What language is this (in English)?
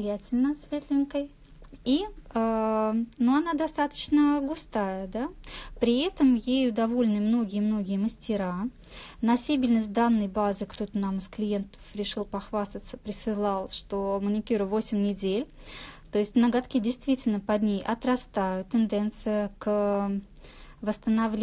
Russian